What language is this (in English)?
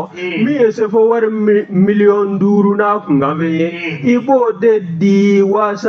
Bambara